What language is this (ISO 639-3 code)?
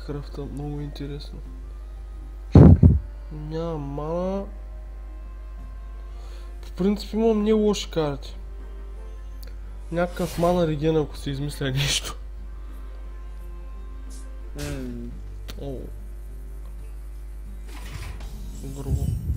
bul